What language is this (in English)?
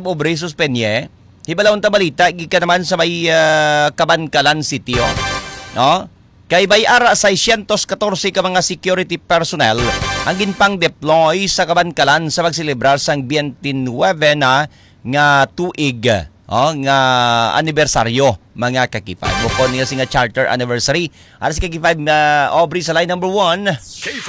Hiligaynon